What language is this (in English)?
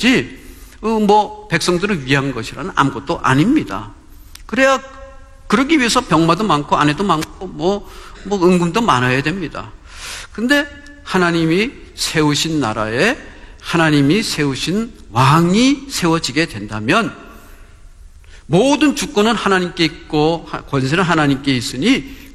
Korean